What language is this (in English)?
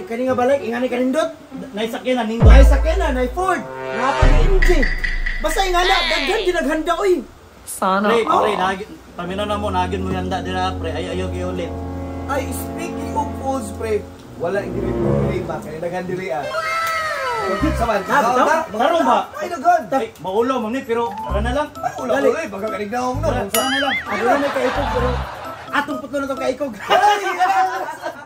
Cebuano